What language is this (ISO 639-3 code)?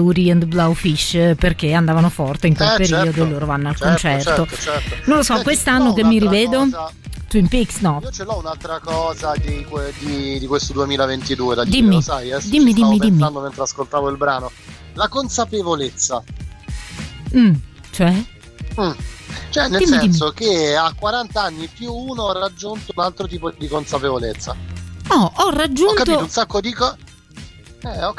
ita